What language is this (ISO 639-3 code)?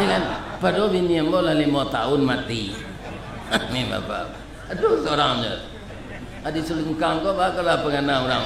min